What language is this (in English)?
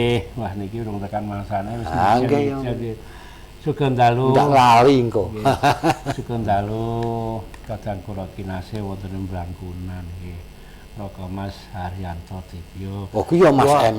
Javanese